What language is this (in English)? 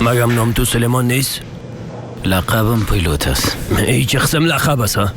Persian